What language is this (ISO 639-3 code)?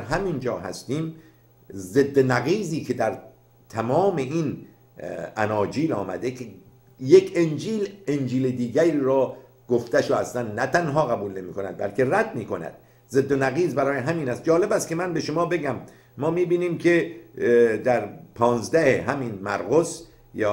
fas